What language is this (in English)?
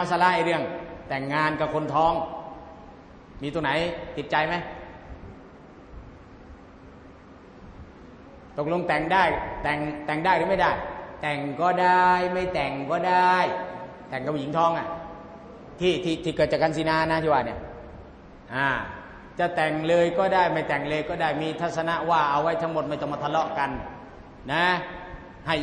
Thai